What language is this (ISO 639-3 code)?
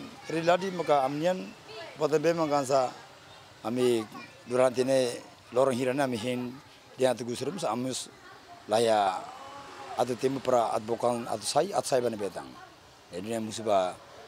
tet